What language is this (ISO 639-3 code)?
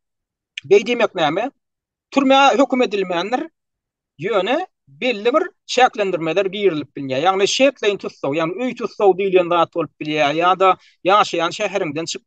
tuk